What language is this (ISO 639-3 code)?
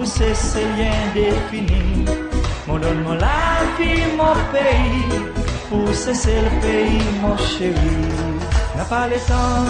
crs